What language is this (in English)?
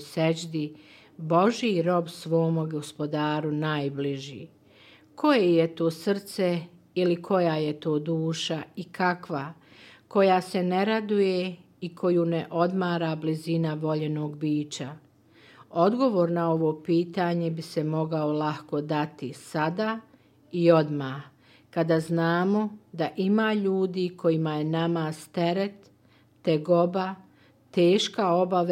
Bosnian